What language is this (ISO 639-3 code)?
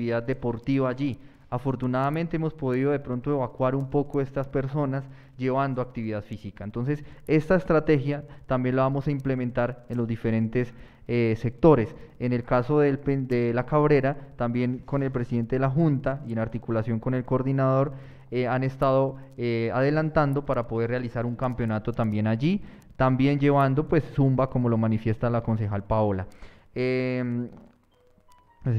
spa